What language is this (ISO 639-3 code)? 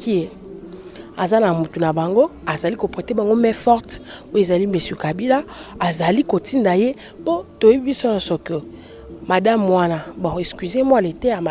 lin